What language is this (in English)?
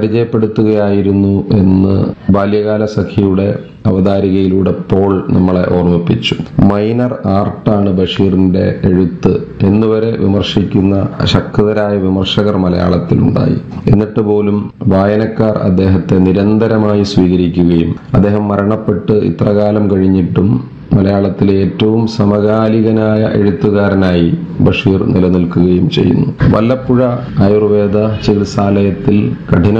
Malayalam